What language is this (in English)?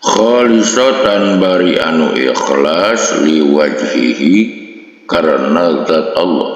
Sundanese